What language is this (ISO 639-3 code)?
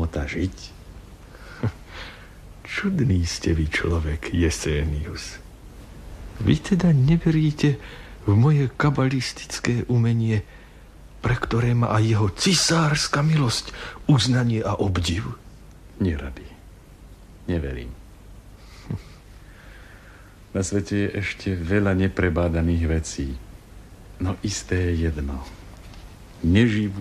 slk